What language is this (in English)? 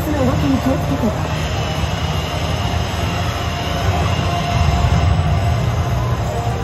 Japanese